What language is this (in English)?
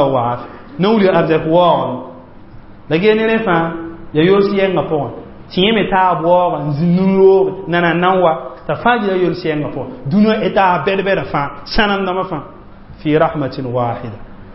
Mossi